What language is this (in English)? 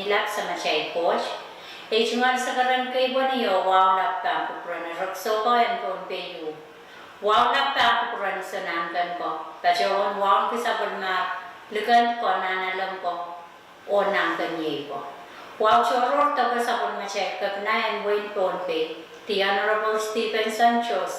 Pohnpeian